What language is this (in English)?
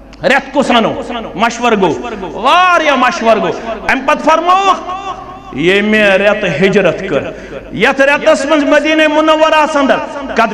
Kashmiri